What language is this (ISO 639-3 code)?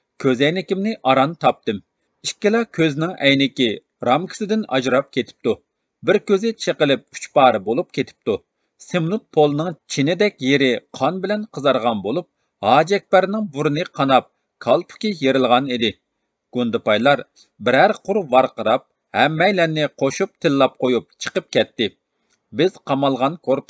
uig